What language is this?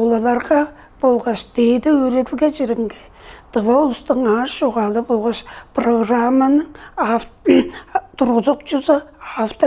Tuvinian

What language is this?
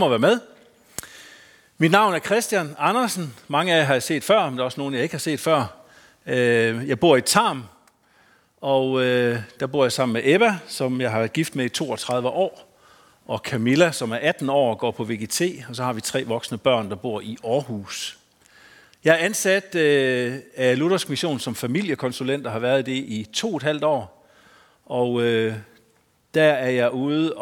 Danish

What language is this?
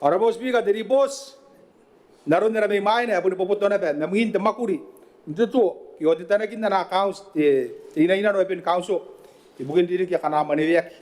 Gilbertese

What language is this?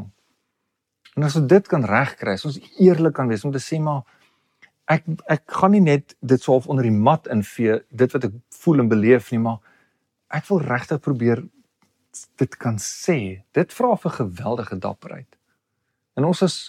Afrikaans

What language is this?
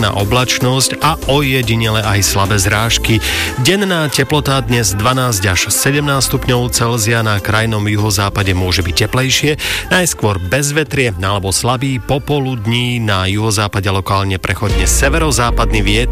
Slovak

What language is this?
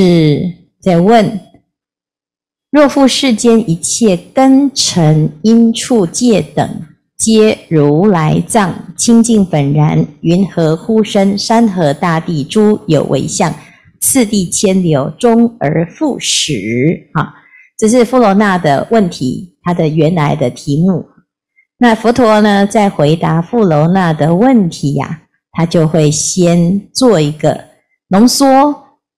Chinese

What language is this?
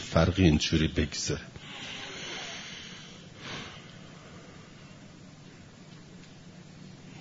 Persian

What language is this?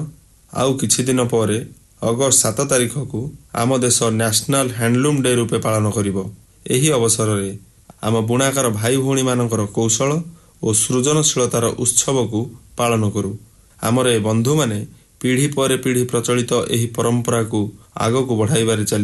Odia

